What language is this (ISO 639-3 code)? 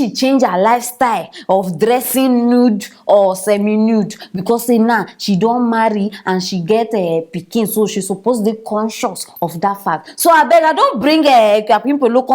pcm